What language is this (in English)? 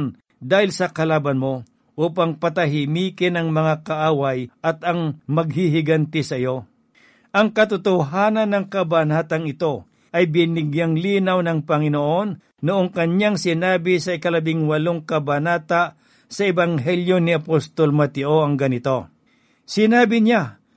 Filipino